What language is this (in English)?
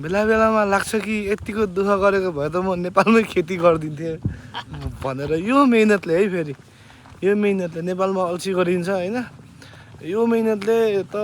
Nepali